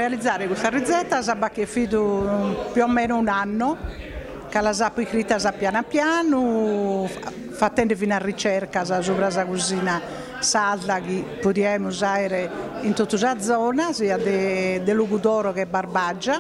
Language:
Sardinian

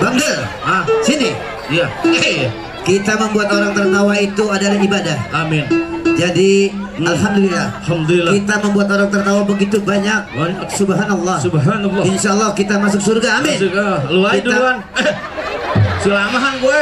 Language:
Betawi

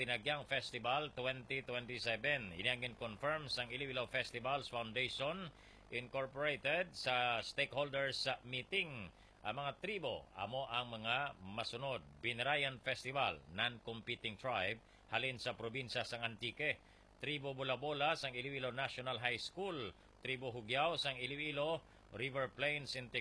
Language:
Hiligaynon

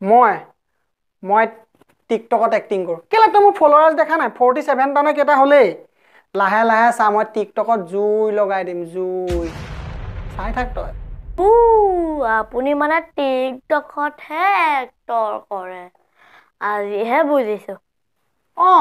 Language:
Assamese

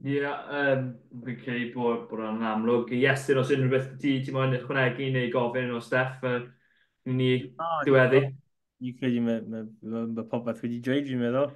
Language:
Welsh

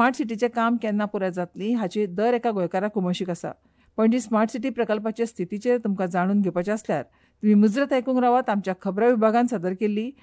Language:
Konkani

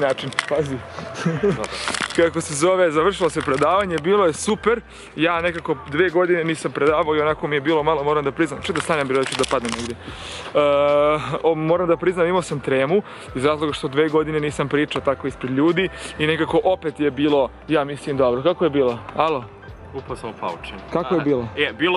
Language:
Serbian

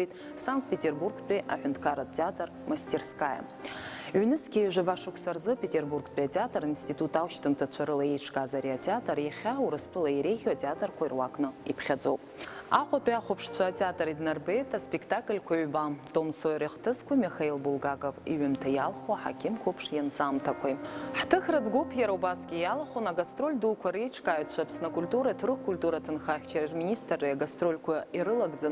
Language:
Abkhazian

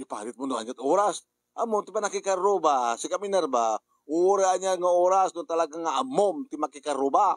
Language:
Iloko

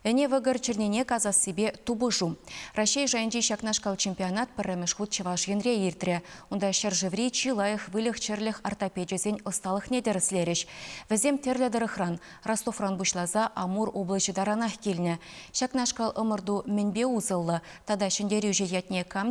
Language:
Chuvash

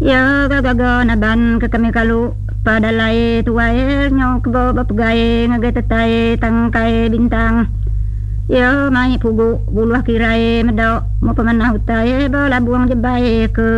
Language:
Iban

